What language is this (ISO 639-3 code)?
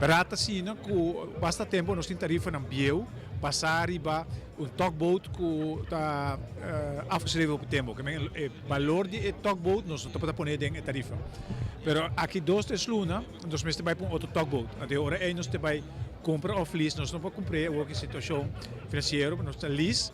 pap